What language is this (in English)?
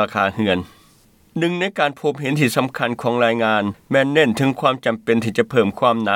Lao